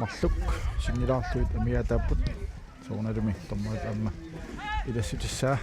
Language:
Kalaallisut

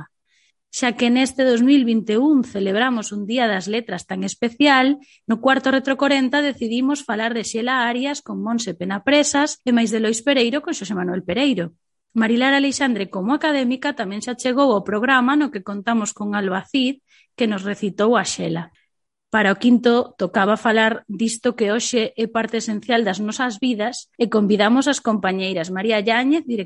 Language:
Galician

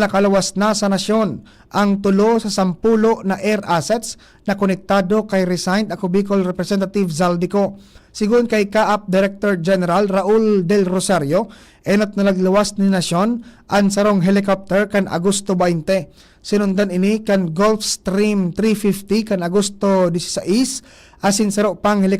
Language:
Bikol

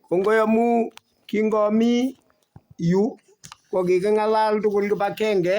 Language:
Kalenjin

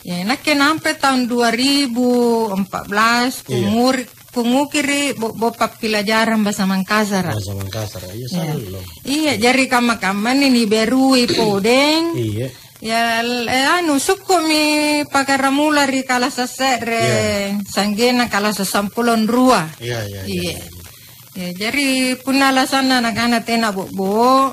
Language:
Makasar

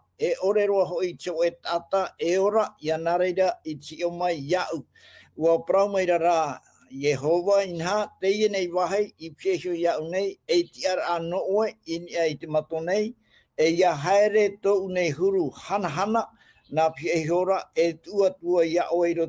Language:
Tahitian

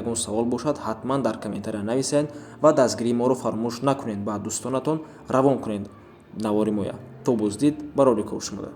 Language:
Tajik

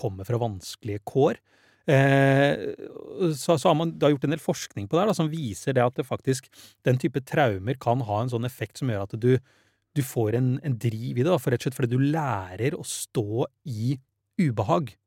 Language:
Norwegian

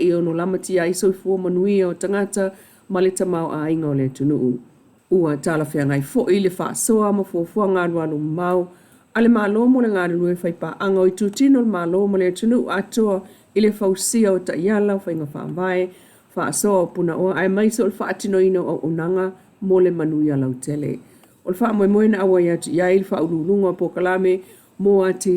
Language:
Samoan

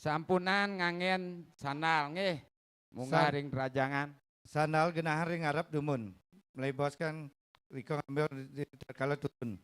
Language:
Balinese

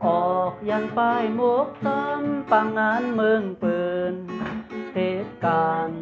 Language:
Shan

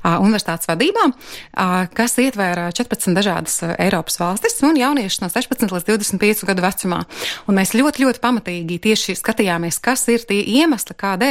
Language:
Latvian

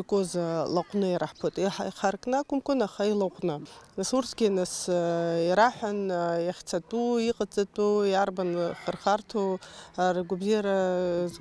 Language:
Abkhazian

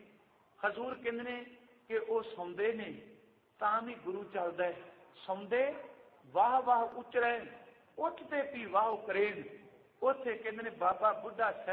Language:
Punjabi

